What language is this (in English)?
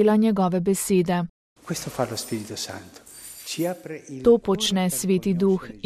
Slovenian